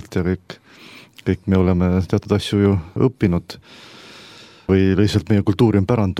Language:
Estonian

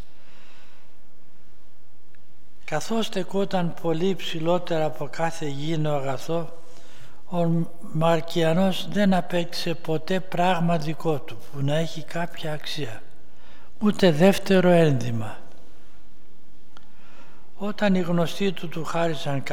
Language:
Greek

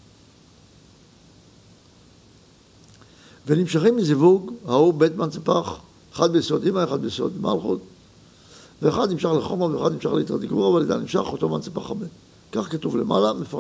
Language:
Hebrew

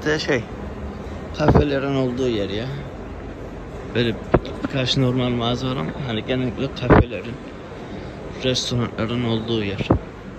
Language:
Turkish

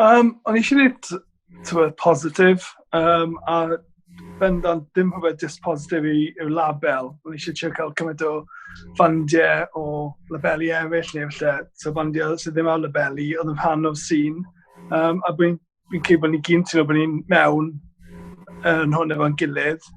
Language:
Welsh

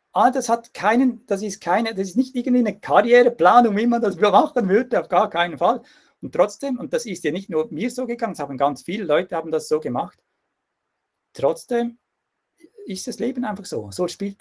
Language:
German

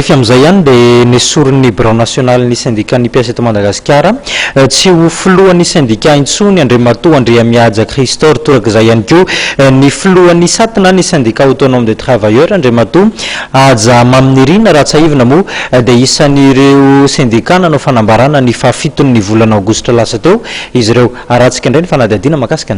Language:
Malagasy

